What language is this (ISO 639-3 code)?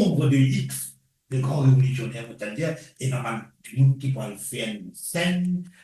mfe